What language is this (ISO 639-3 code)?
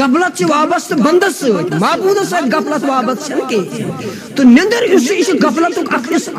kas